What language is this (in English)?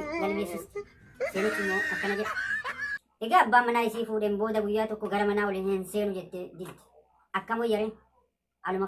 Oromo